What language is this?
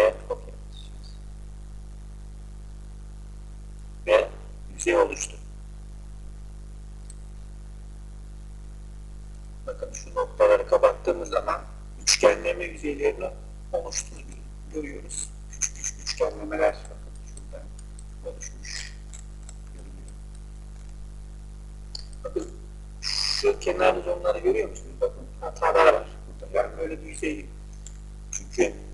Turkish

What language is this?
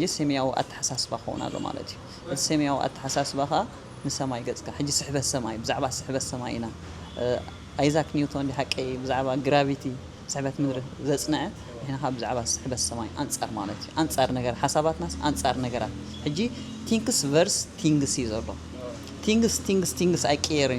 Tigrinya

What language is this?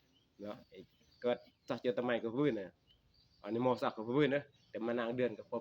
Northeastern Thai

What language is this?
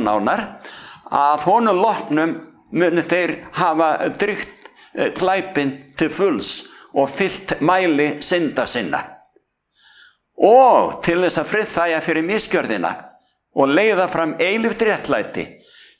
Icelandic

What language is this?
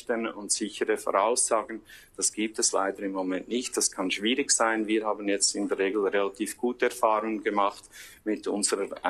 German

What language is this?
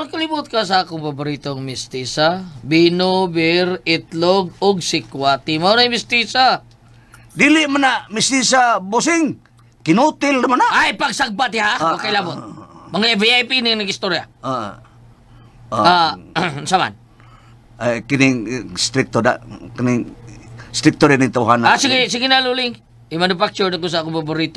Cebuano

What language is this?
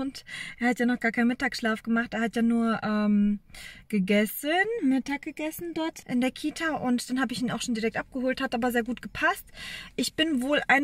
German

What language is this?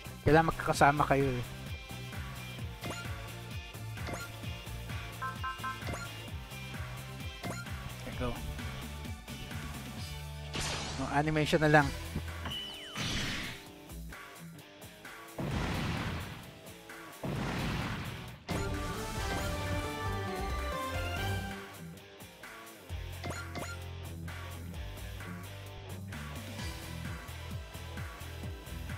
Filipino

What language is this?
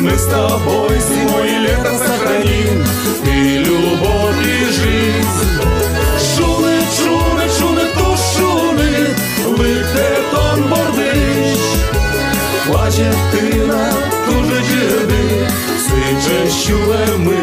Udmurt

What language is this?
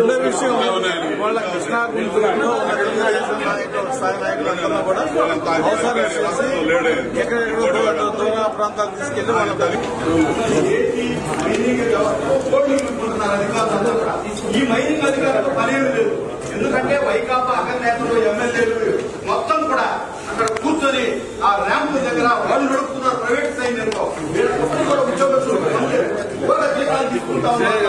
Telugu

